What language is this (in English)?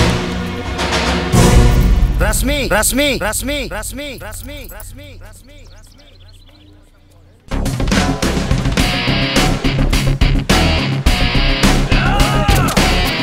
Bhojpuri